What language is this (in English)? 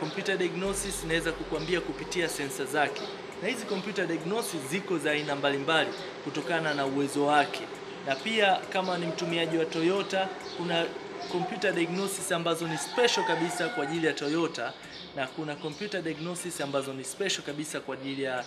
Swahili